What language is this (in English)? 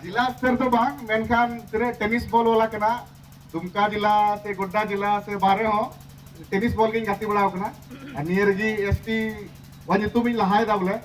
Santali